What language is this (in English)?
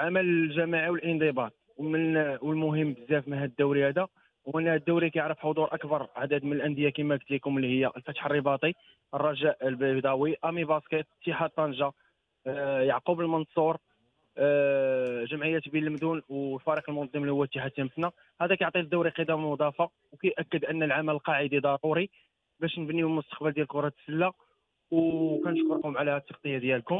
Moroccan Arabic